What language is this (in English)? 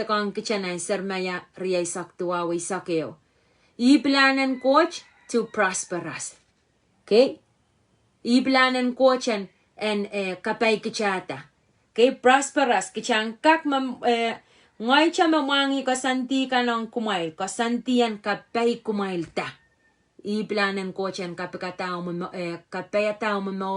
Pohnpeian